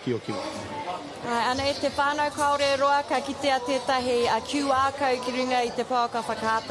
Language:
Māori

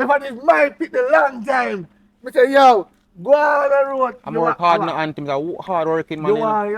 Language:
Jamaican Creole English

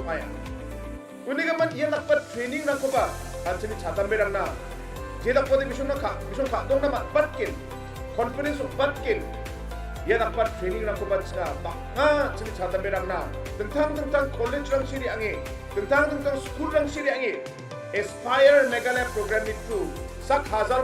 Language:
Garo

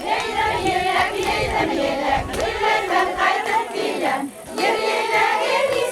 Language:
Bashkir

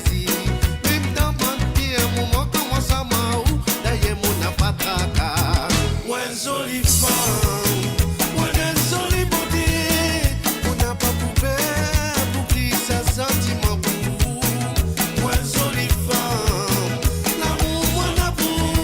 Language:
Morisyen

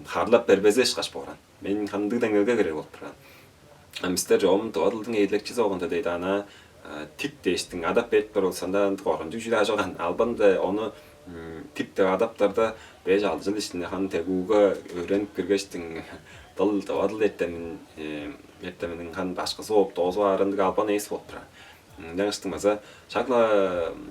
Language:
Tuvinian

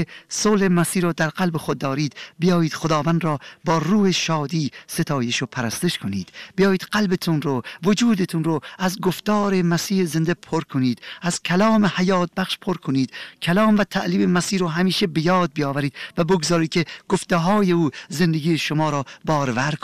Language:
Persian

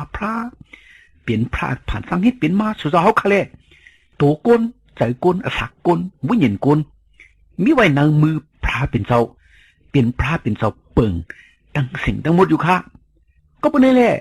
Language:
Shan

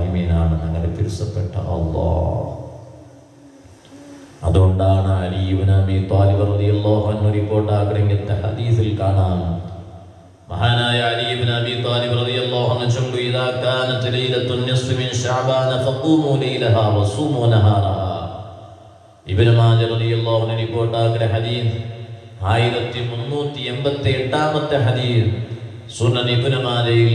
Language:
Malayalam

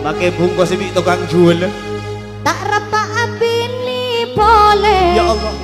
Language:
Madurese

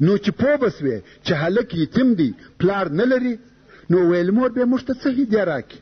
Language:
Pashto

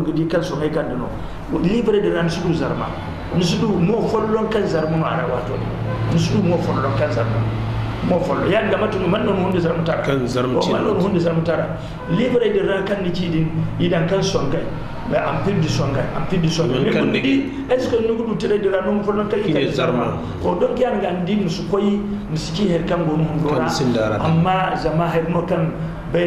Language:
Zarma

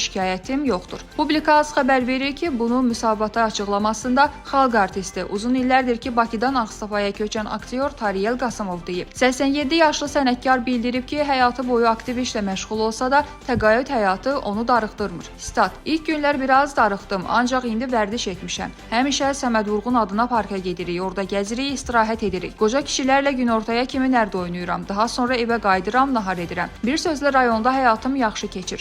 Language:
Azerbaijani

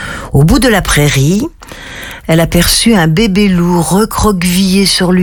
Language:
French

